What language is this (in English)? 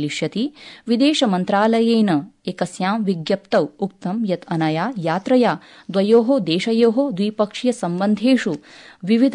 Sanskrit